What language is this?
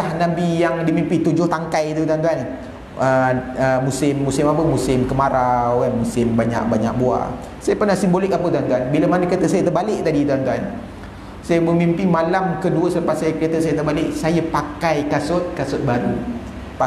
Malay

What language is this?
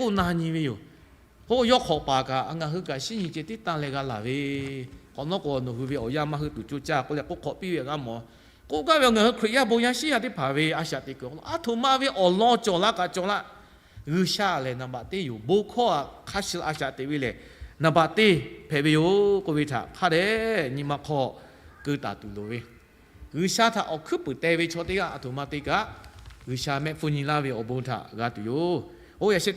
Lahu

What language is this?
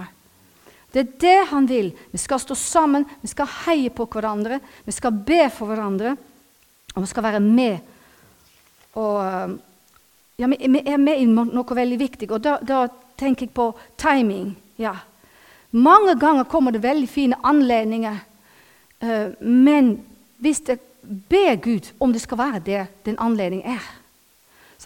Norwegian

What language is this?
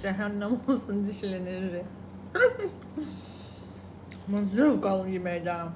Azerbaijani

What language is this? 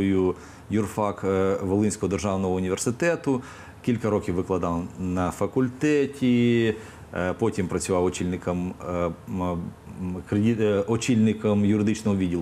Ukrainian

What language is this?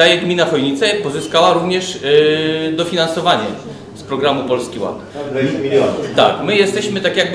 Polish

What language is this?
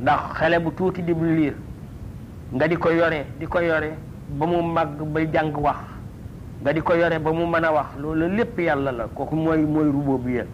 Wolof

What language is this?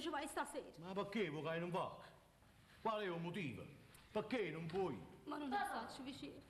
Neapolitan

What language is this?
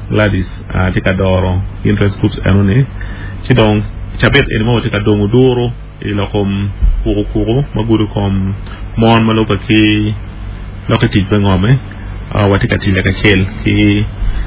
Acoli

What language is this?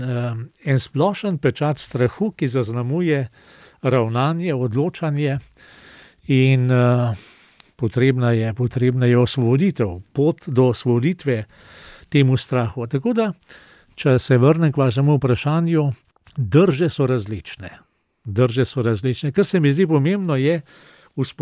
Slovenian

